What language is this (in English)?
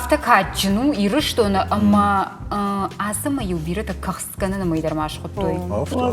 Ossetic